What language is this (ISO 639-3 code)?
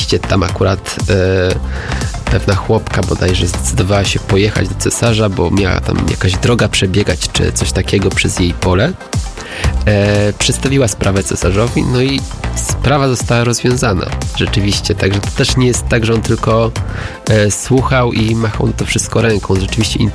pol